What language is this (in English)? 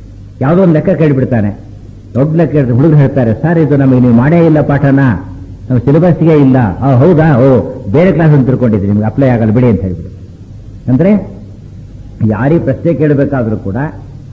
Kannada